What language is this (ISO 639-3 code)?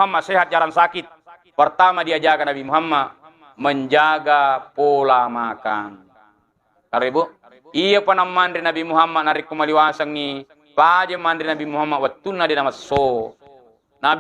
bug